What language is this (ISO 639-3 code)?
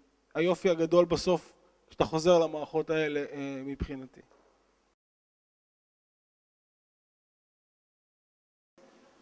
heb